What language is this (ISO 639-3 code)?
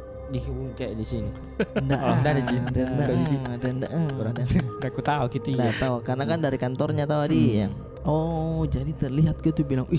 mfp